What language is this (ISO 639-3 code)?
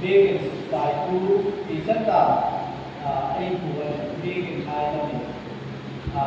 hmr